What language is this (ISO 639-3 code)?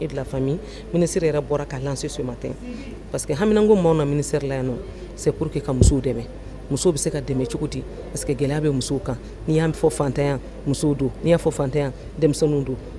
bam